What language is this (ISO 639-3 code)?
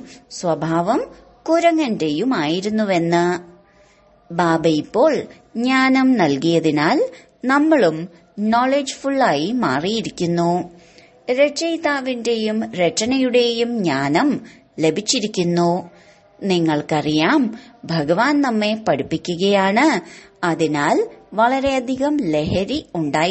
mal